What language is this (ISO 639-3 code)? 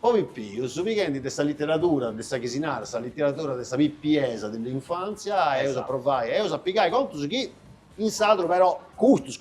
srd